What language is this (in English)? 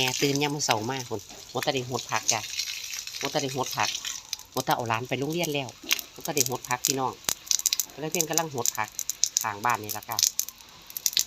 Northeastern Thai